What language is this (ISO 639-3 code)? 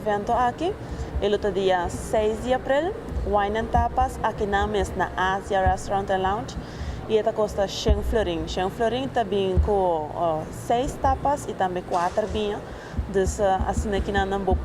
pap